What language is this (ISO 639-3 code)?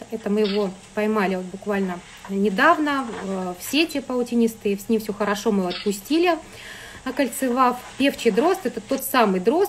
rus